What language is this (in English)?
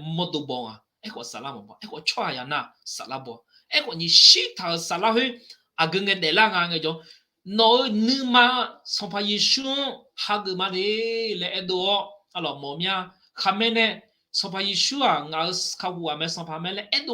Akha